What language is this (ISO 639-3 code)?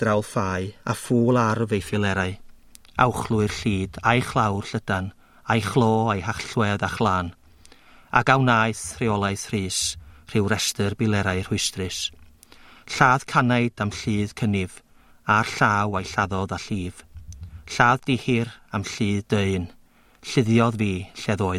cym